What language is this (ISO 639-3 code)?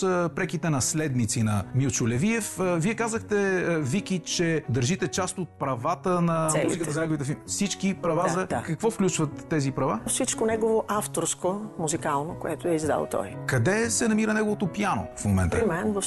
bul